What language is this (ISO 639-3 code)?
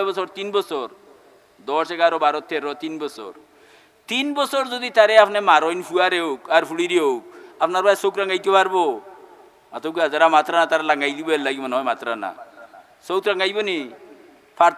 syl